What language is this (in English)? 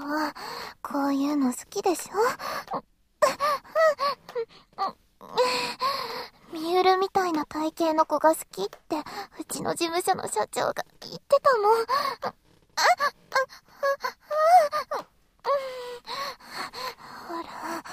Japanese